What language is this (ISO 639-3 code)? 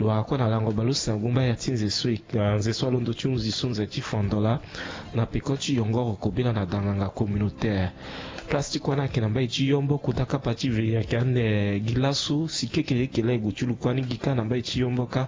sag